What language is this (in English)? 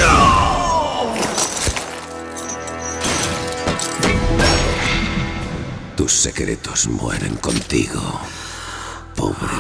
Spanish